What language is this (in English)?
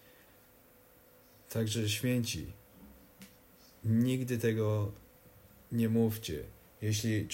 Polish